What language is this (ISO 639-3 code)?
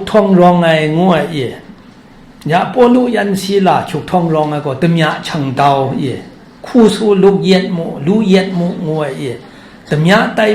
kac